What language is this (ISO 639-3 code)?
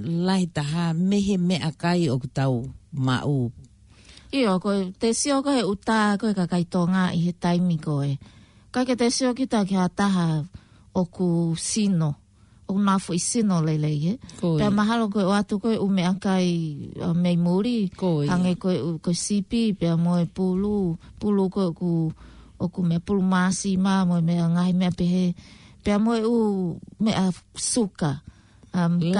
ton